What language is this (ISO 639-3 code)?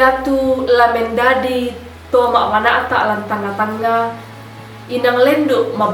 sda